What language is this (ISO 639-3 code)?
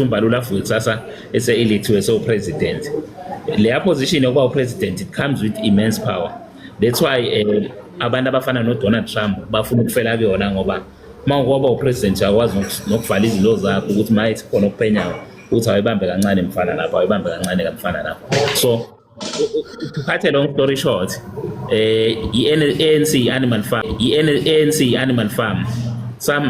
zul